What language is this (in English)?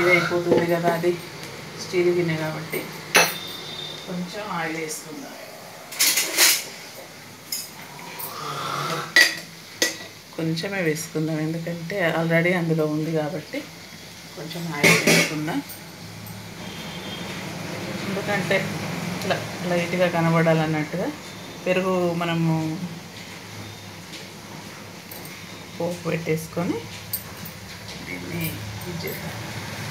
Telugu